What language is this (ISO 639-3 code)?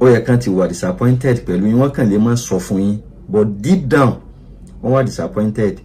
yor